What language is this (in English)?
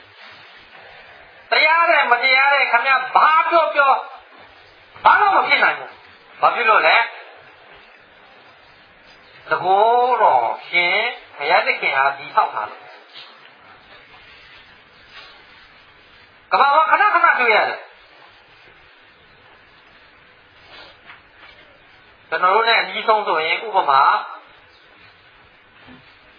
Burmese